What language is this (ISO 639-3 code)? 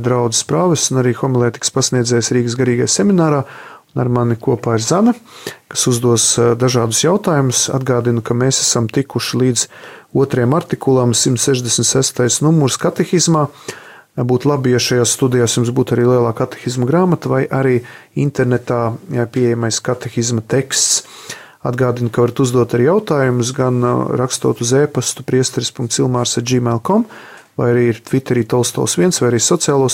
lav